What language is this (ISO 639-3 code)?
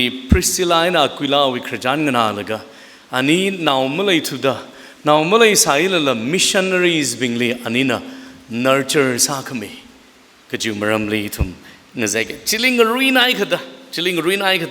nmf